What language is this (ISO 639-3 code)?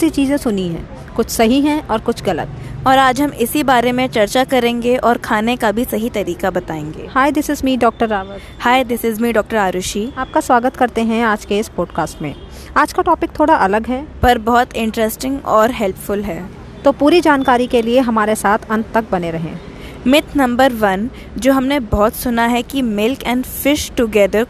hin